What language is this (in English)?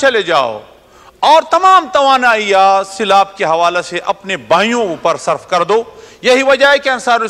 Urdu